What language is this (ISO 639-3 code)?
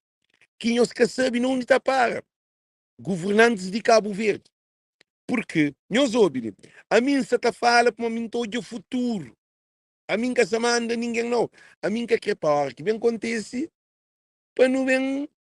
kea